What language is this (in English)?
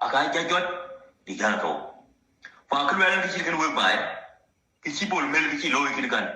Nuer